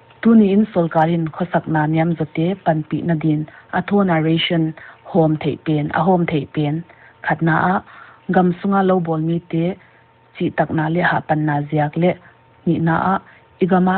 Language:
Paite Chin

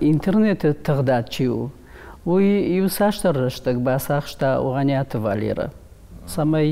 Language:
Ossetic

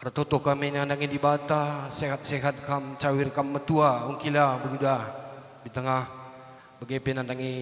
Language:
Batak Karo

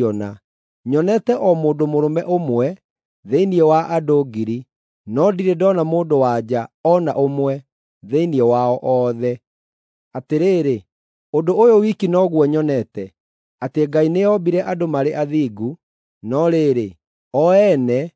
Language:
Kikuyu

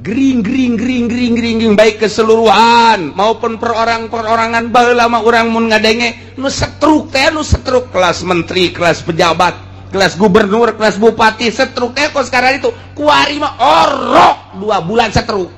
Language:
Sundanese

